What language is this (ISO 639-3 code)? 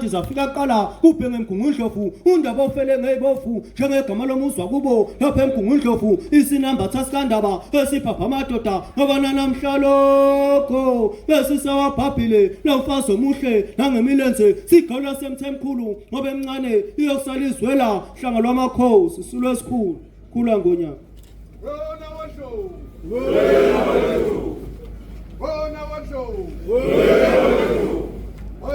zul